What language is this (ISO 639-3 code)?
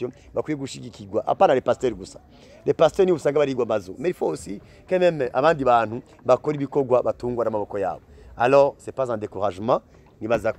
run